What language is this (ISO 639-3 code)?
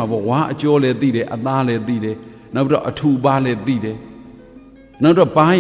mya